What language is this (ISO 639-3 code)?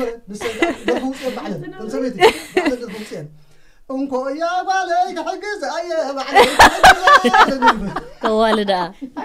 tir